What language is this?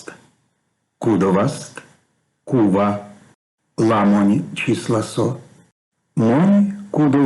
Erzya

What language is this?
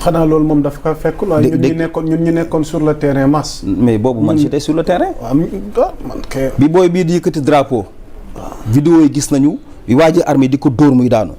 Wolof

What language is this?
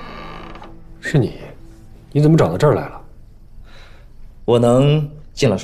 Chinese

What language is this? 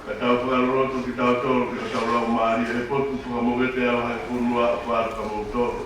Tongan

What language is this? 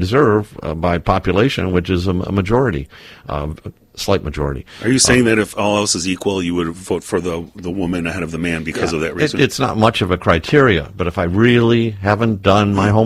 English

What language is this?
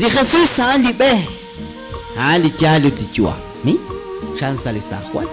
Kekchí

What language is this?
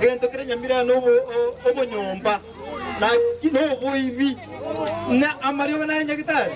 Gusii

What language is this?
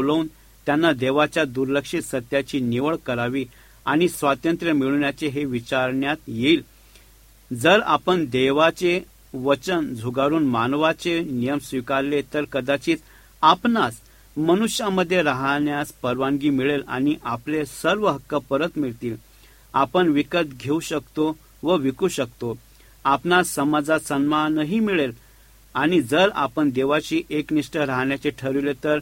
Marathi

